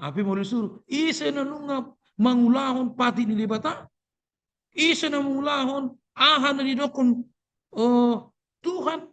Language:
Batak Toba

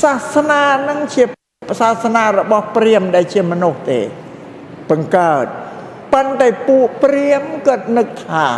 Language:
Khmer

